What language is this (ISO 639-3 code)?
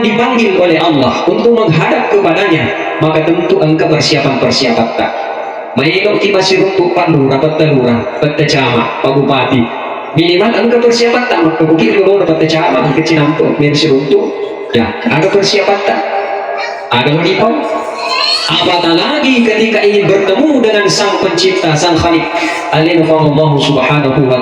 bug